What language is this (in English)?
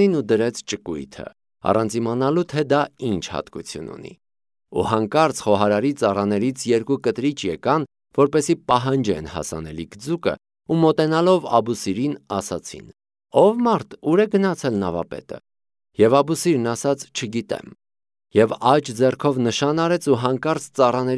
Armenian